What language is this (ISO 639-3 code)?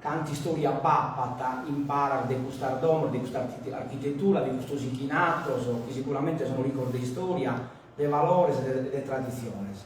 srd